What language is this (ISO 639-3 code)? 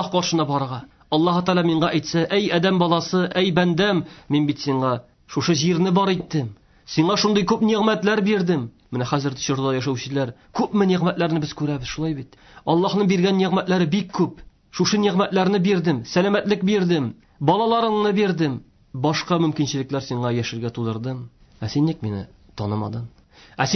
tat